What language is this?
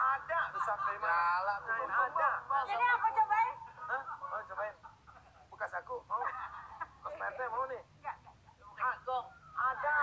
Betawi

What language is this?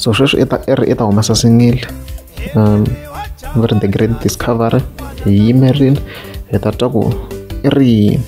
Tsonga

